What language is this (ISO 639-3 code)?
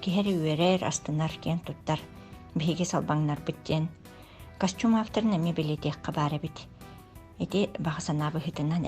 sah